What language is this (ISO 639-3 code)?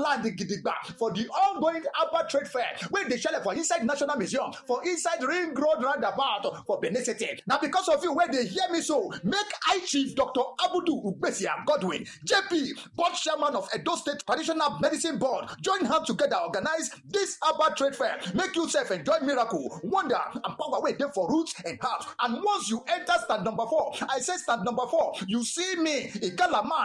pcm